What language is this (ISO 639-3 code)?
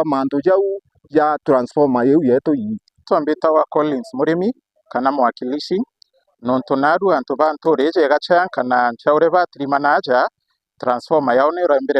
mer